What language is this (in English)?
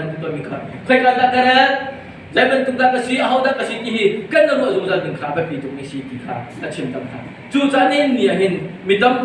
Hakha Chin